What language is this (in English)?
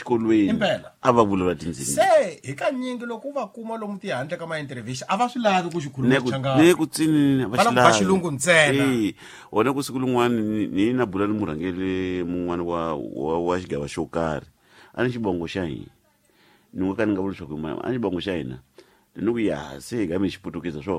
Tsonga